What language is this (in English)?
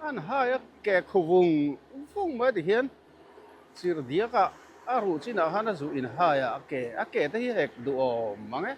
Mizo